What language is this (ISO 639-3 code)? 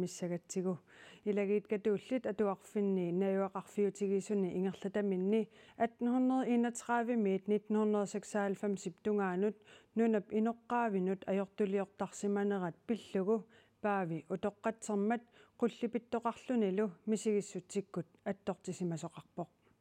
kal